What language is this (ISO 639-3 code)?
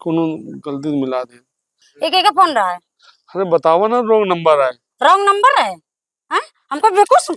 awa